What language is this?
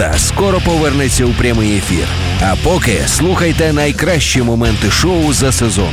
Ukrainian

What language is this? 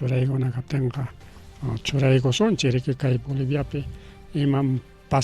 Ayacucho Quechua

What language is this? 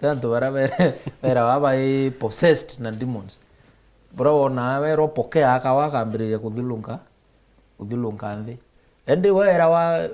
Meru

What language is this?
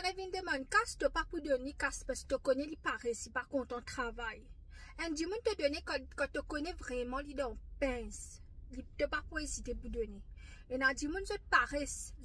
Morisyen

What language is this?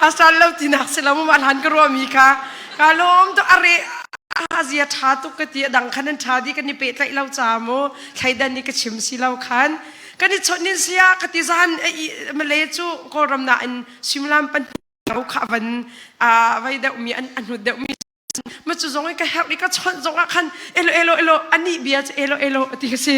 Hakha Chin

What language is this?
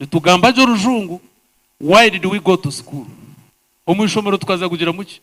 Nyankole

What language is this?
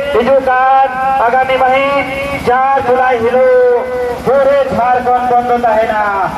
Santali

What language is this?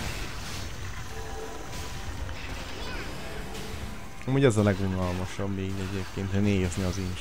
Hungarian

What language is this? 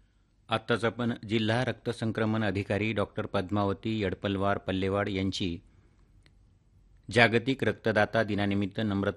Marathi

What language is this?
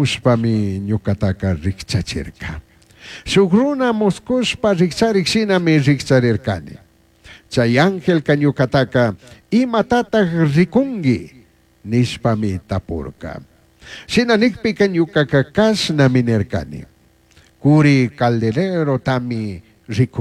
Chimborazo Highland Quichua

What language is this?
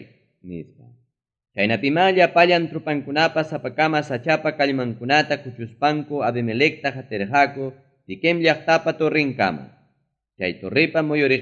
Ayacucho Quechua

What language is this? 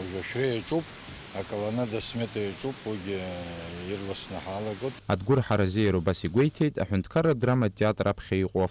Abkhazian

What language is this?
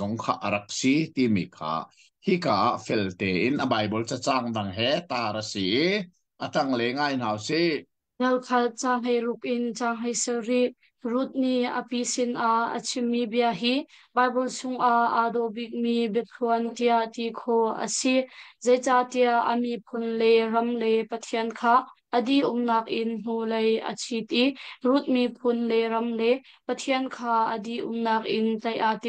Hakha Chin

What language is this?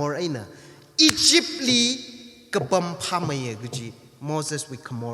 Tangkhul Naga (India)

